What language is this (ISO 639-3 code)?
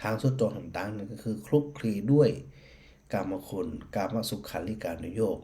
nod